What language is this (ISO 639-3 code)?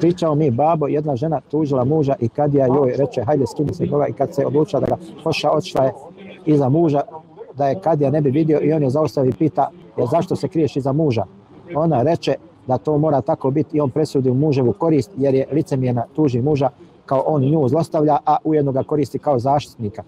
bos